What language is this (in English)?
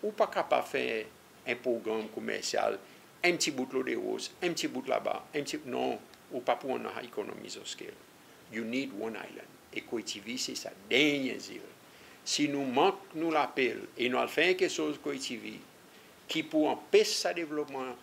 Seselwa Creole French